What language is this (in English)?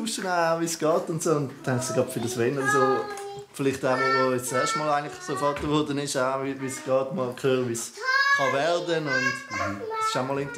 Swiss German